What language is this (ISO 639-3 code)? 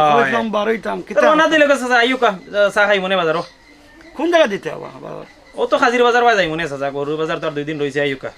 syl